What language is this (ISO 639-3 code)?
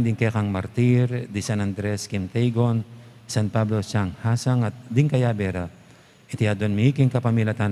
pam